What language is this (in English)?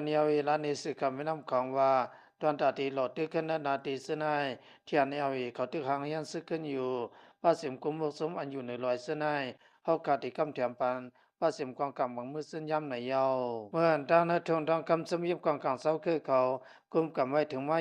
Shan